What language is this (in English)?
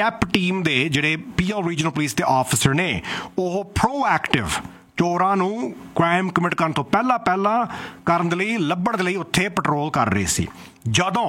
Punjabi